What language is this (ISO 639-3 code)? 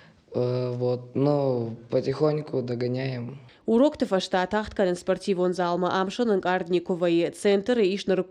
oss